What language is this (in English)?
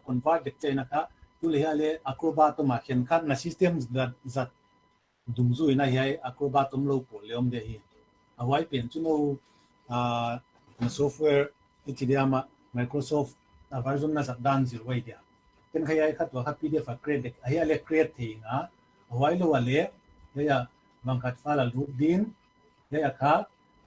Paite Chin